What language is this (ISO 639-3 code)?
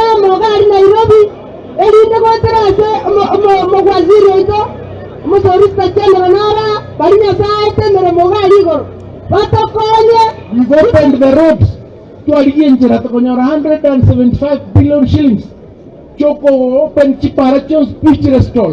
guz